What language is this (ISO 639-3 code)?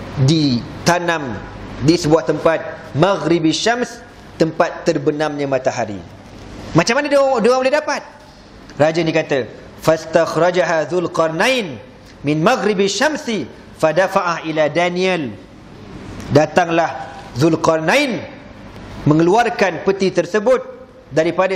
msa